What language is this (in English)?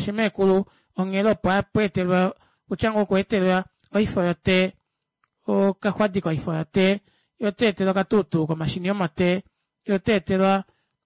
Kuanyama